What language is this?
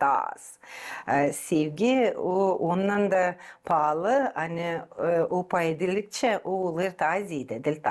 Gagauz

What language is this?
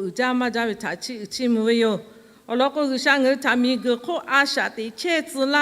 Lahu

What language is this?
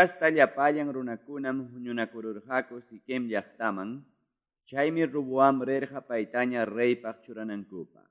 Quechua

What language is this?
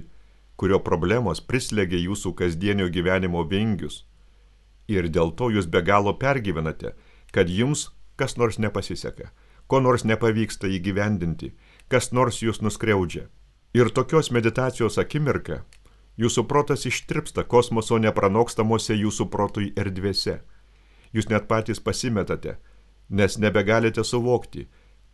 Lithuanian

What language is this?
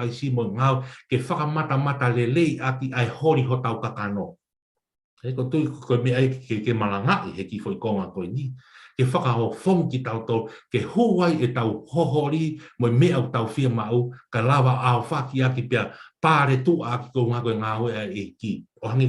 Tongan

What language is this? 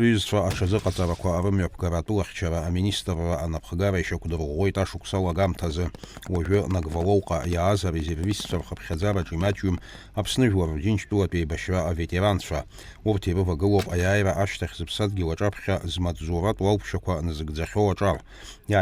Abkhazian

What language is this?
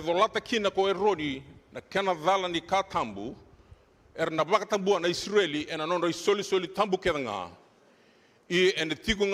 Fijian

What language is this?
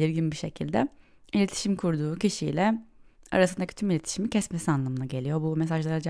Turkish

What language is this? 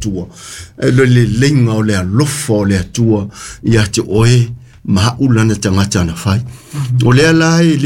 Samoan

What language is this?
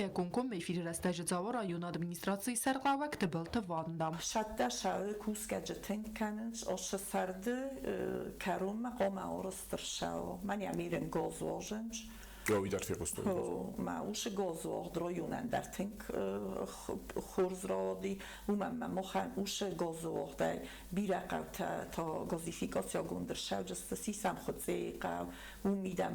Ossetic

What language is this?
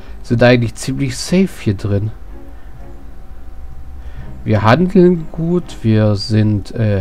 German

